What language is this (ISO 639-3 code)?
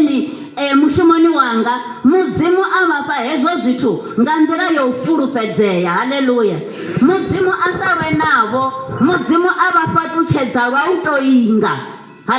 ven